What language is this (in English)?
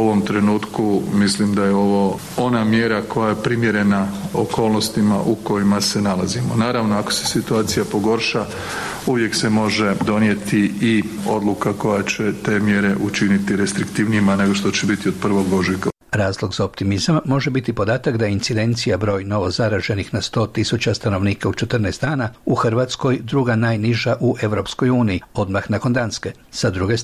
Croatian